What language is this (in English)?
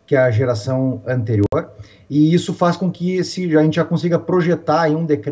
Portuguese